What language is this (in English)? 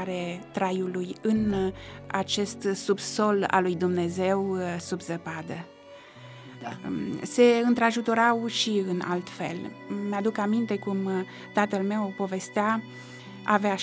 Romanian